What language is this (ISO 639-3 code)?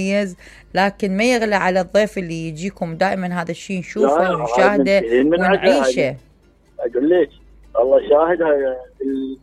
acm